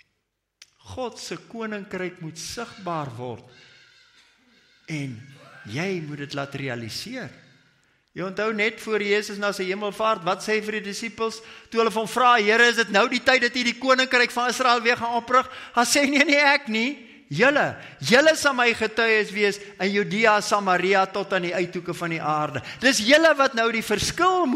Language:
Afrikaans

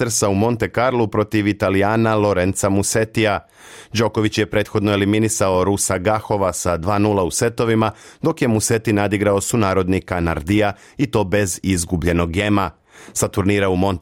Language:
Serbian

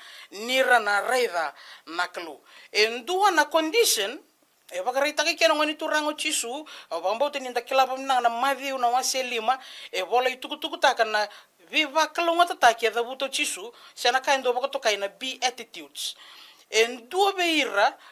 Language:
Fijian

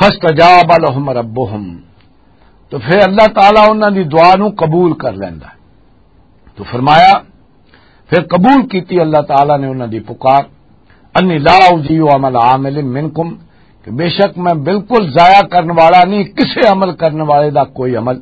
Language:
Western Panjabi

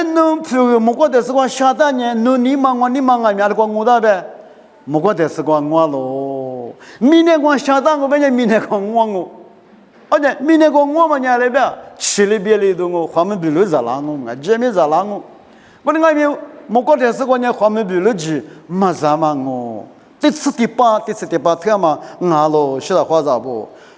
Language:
Lisu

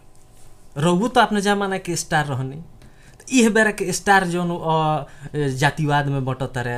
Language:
Bhojpuri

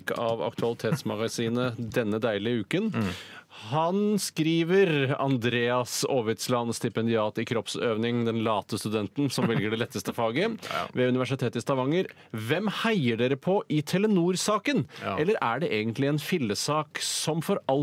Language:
Norwegian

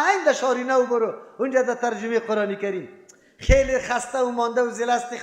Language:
Persian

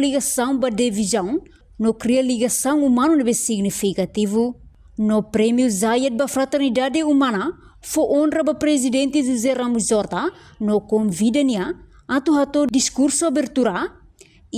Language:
Tetum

